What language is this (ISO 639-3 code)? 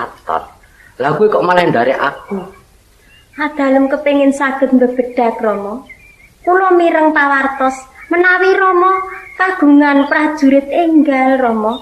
jav